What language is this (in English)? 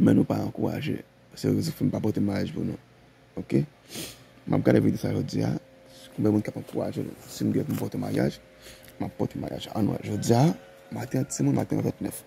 Haitian Creole